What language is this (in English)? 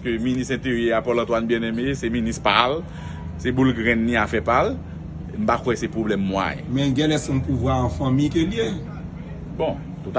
Haitian Creole